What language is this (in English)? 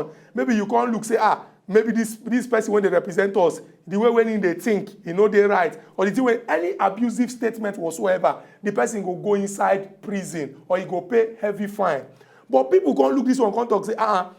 Nigerian Pidgin